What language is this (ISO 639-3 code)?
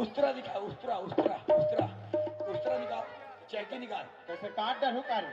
hne